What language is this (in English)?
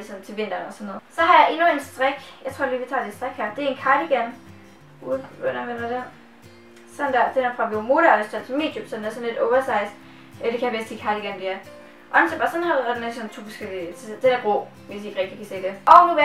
Danish